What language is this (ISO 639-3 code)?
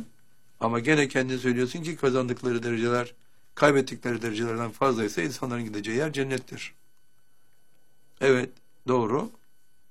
tur